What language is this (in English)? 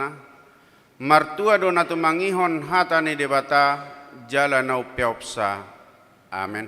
Batak Toba